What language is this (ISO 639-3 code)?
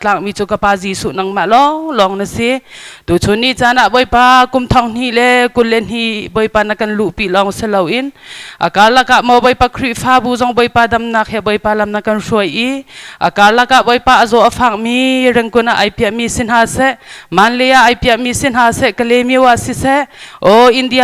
cnh